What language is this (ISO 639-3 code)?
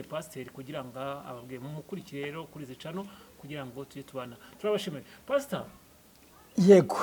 kin